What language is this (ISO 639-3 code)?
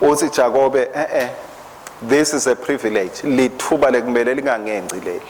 ssw